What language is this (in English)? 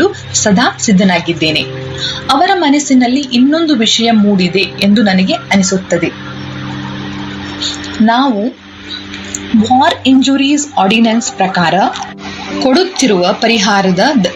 Kannada